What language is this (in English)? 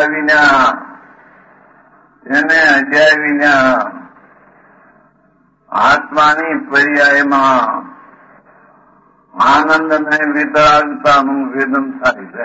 Gujarati